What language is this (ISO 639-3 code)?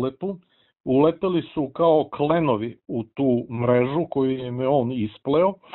srp